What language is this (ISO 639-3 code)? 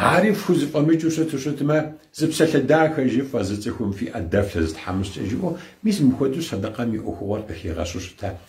kbd